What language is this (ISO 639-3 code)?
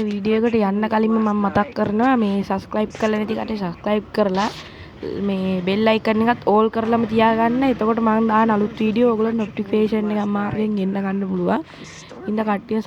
sin